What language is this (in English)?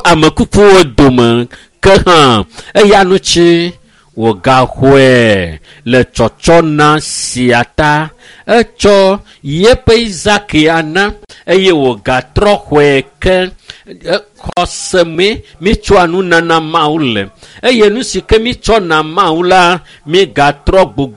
Ewe